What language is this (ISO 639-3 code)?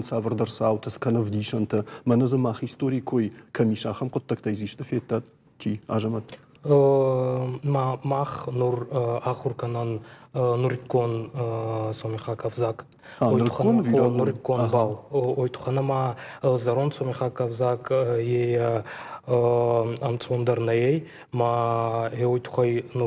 oss